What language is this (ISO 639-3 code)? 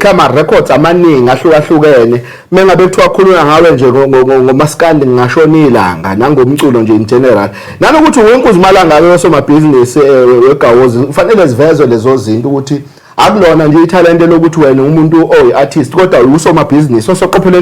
zul